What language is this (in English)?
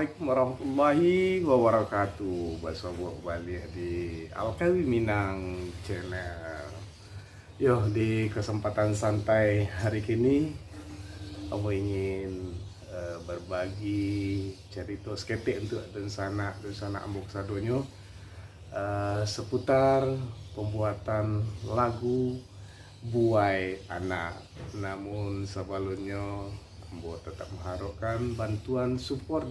Minangkabau